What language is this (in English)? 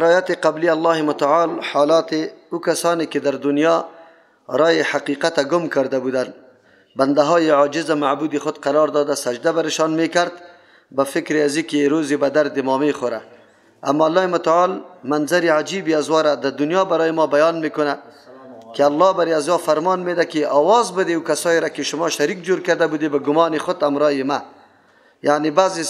Persian